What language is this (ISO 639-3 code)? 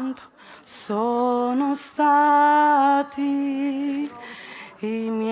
scn